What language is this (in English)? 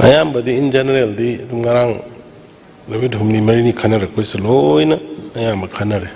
Manipuri